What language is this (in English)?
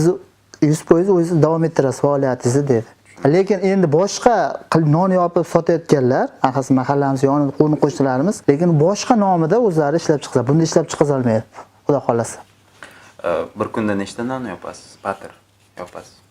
Uzbek